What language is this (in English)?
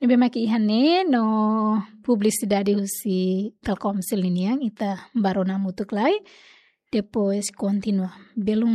Tetum